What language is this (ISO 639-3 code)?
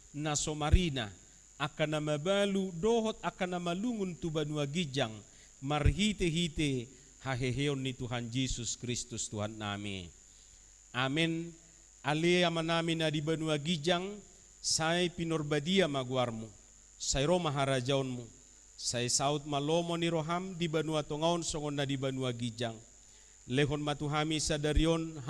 bbc